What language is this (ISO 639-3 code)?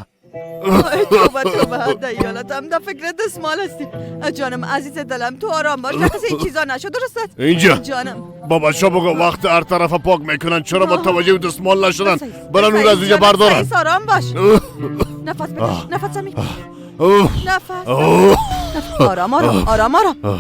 fas